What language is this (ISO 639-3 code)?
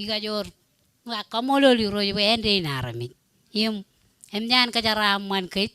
mah